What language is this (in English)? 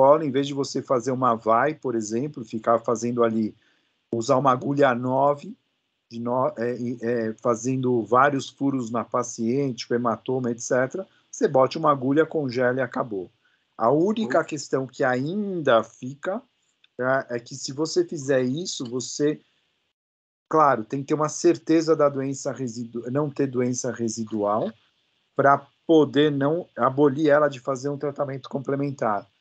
Portuguese